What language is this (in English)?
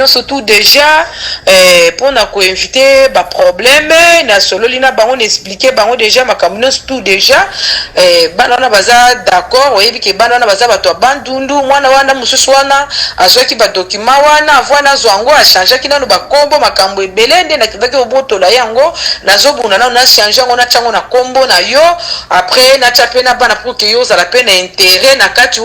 Lingala